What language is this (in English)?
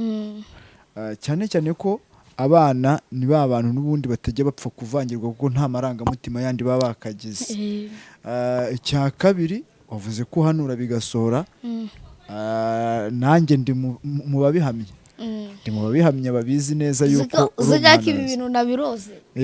Kinyarwanda